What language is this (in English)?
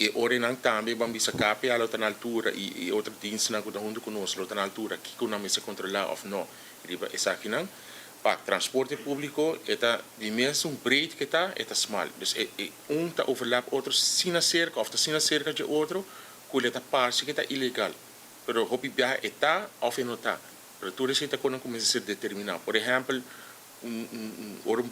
Papiamento